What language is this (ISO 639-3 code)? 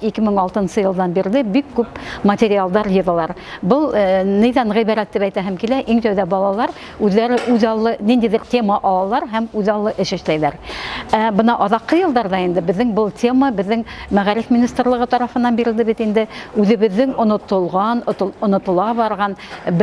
bak